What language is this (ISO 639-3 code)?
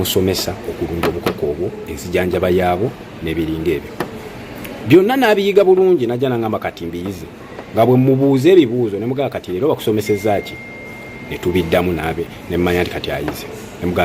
lug